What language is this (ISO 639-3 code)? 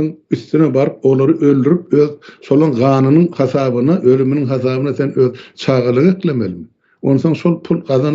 tuk